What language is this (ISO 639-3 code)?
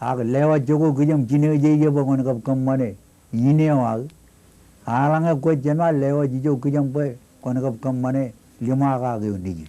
mah